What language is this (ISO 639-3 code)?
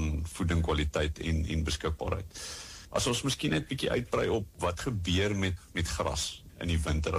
afr